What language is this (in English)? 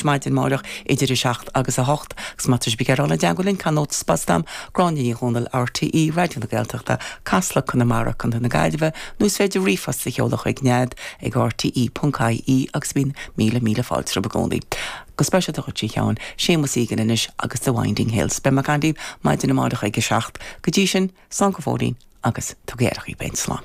Irish